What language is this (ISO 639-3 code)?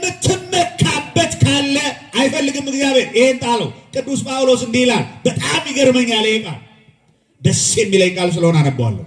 amh